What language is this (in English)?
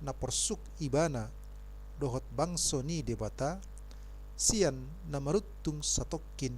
Batak Toba